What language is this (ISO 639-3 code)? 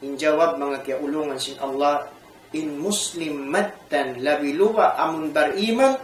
tsg